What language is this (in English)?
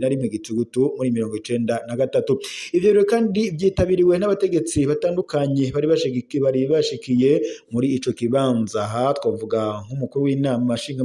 Rundi